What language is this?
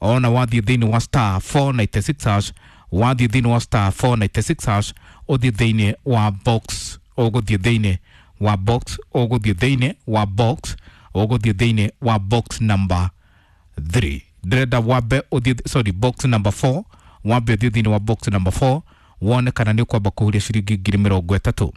Kikuyu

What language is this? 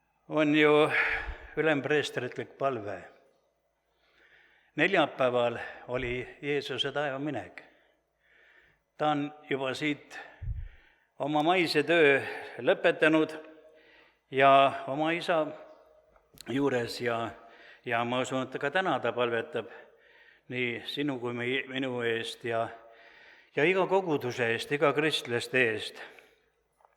Estonian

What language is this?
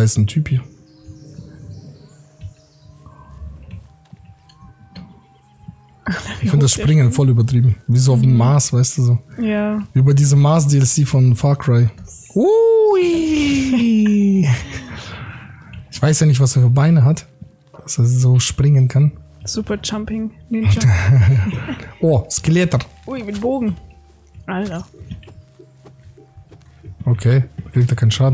German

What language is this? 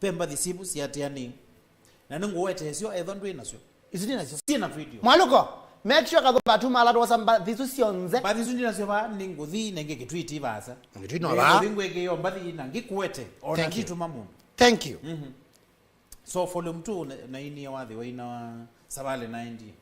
Kamba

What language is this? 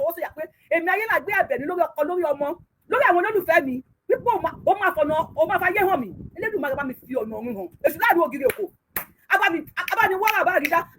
Yoruba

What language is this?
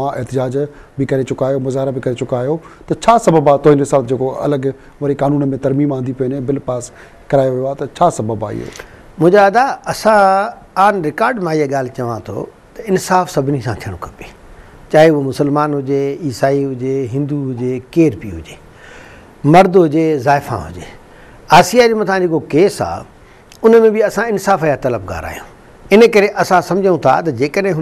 Sindhi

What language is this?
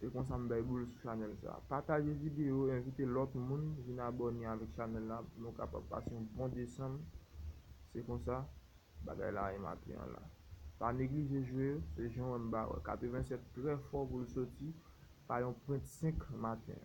Haitian Creole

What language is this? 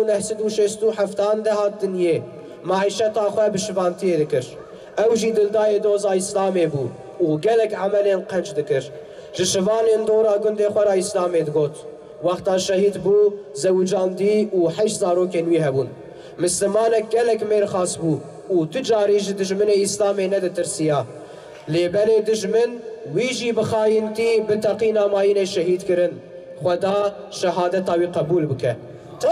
Kurdish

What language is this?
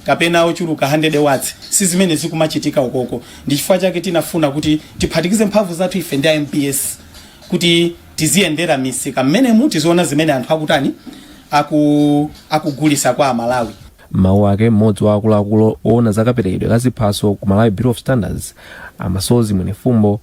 Nyanja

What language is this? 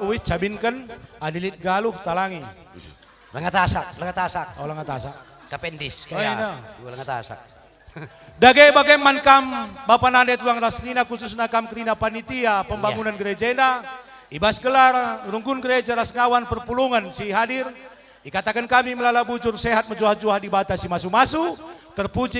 Batak Karo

